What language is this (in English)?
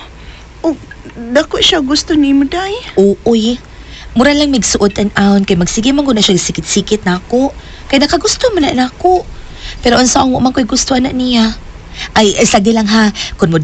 Cebuano